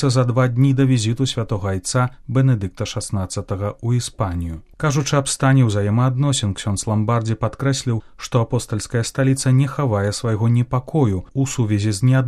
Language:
Belarusian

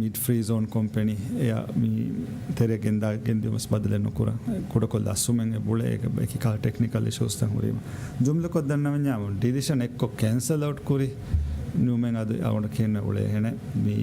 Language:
Divehi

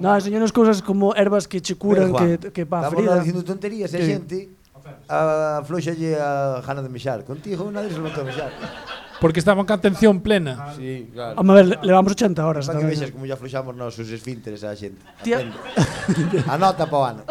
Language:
Galician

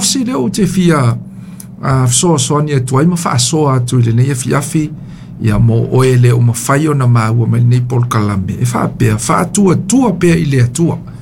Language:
Samoan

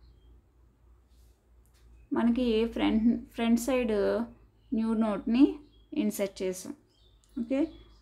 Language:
Telugu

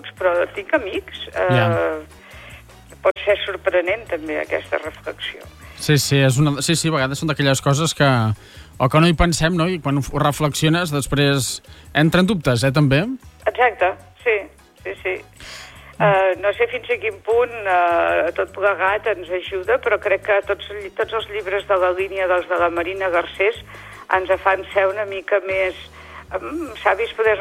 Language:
Catalan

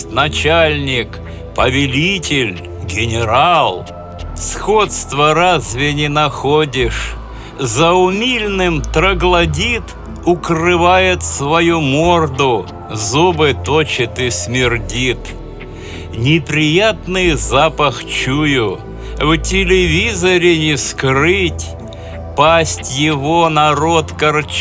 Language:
Russian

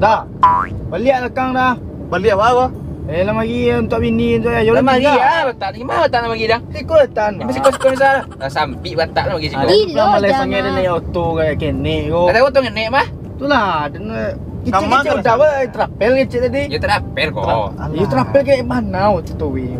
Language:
Minangkabau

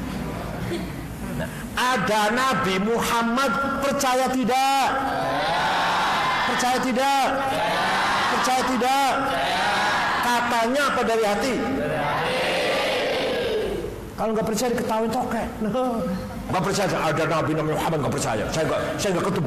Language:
Indonesian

